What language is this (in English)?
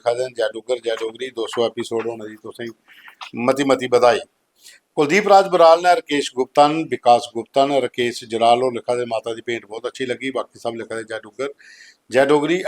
Dogri